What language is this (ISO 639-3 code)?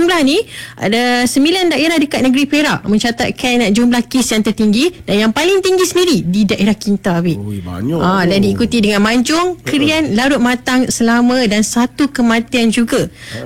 msa